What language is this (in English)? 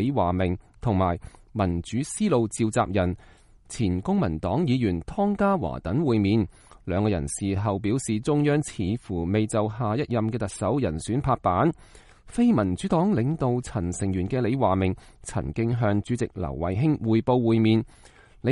Cantonese